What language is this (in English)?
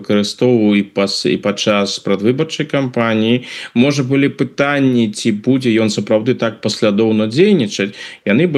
Belarusian